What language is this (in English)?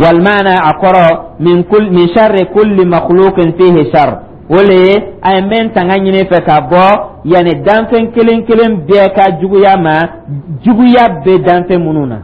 Dyula